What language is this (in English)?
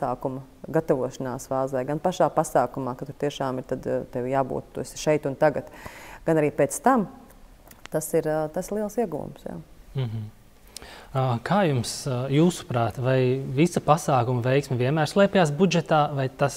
Latvian